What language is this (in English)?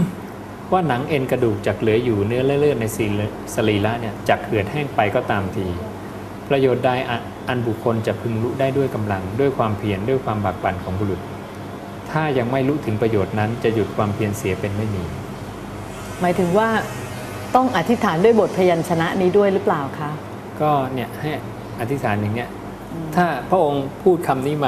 Thai